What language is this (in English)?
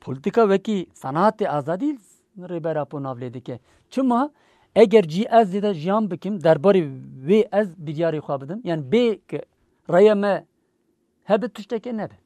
Kurdish